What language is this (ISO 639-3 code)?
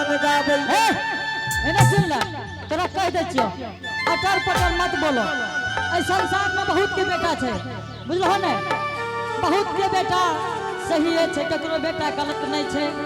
anp